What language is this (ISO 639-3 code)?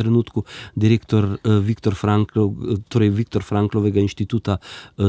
slv